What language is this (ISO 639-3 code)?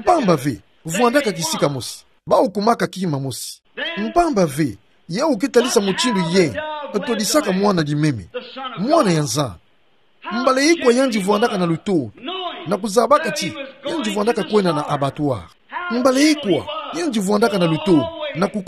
ktu